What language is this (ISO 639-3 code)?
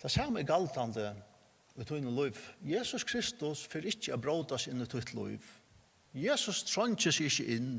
fao